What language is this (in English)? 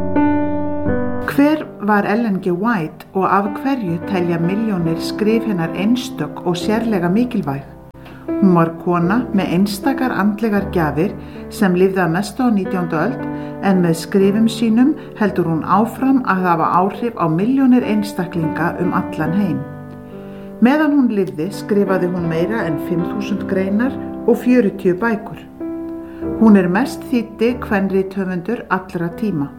Icelandic